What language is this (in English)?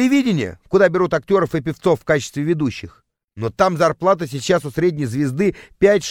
Russian